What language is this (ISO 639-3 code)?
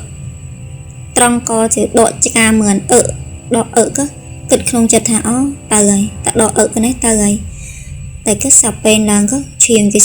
khm